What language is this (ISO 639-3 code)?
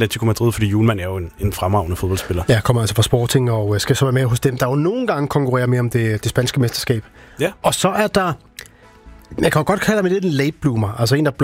dan